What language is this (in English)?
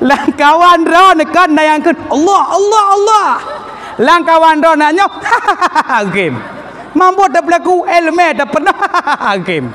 Achinese